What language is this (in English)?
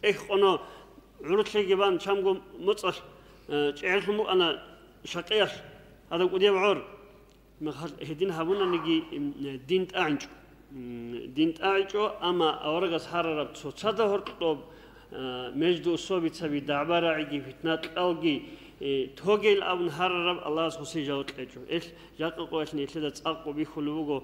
Avaric